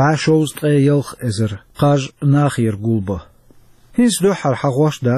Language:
Chechen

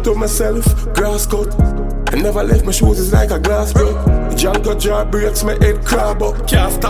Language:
Jamaican Creole English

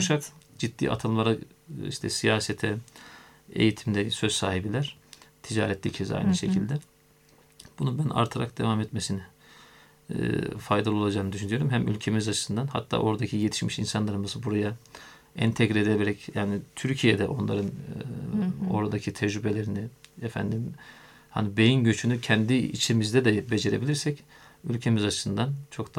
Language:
Turkish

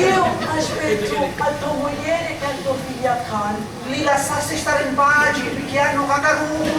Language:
Sicilian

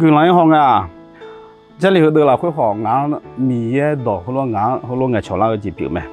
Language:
Akha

